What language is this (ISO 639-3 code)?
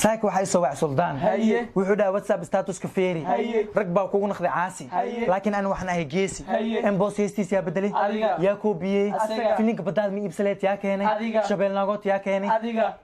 som